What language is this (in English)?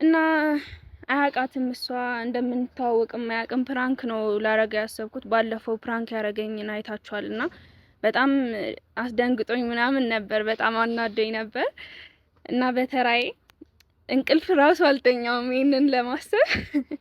Amharic